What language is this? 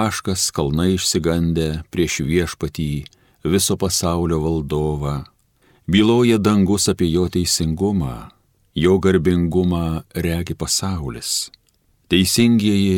Lithuanian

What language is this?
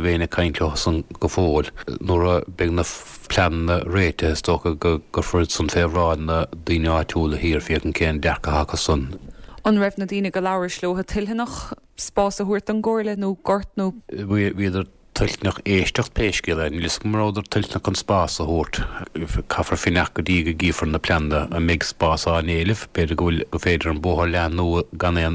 Irish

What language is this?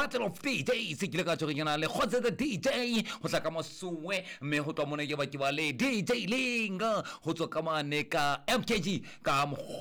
Southern Sotho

